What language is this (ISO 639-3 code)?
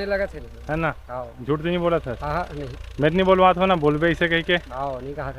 hne